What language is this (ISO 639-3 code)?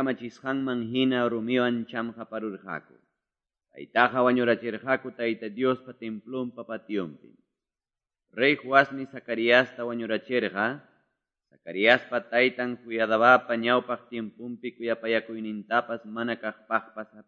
que